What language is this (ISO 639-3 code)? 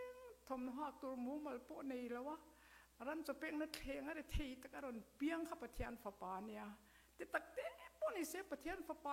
lus